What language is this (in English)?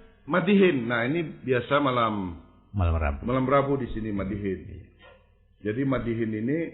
Banjar